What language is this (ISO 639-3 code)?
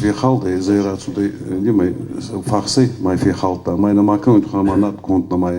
oss